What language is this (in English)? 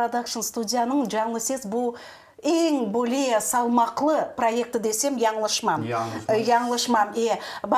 Crimean Tatar